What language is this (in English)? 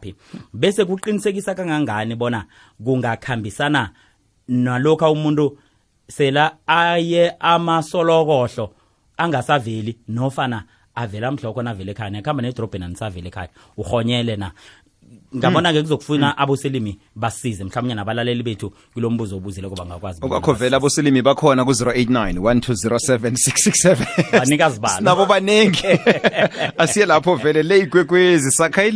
South Ndebele